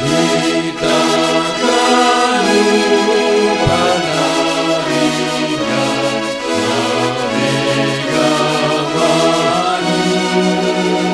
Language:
Batak Simalungun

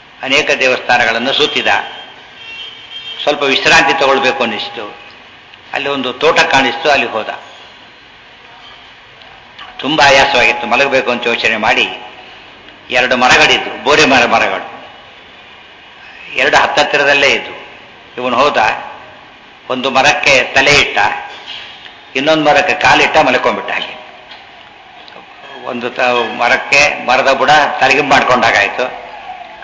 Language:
Kannada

